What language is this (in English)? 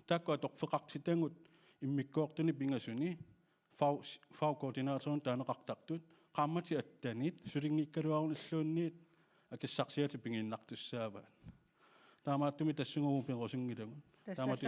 Kalaallisut